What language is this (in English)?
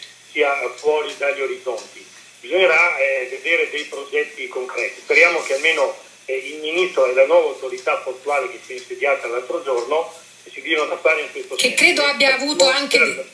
Italian